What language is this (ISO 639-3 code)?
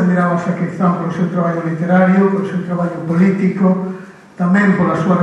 glg